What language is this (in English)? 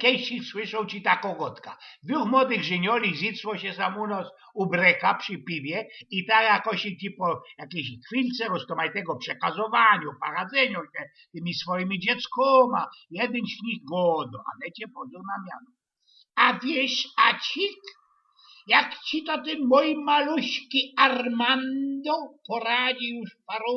Silesian